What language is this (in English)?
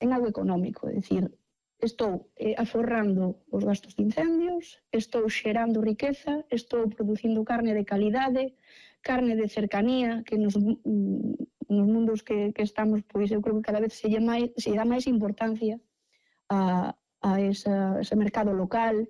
Galician